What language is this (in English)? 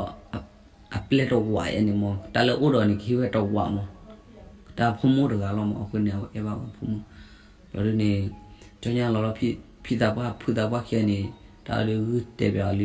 S'gaw Karen